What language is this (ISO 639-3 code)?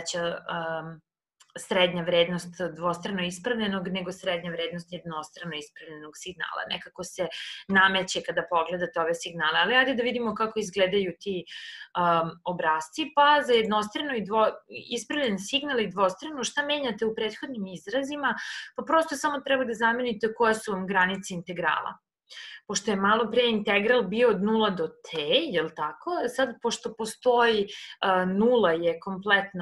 srp